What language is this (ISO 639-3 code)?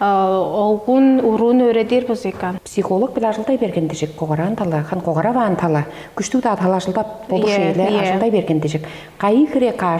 tyv